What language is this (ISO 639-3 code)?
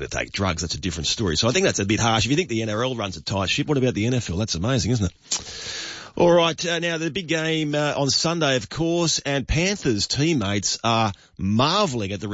eng